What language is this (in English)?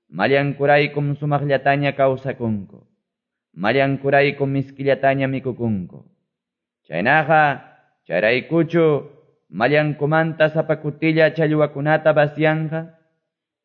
Quechua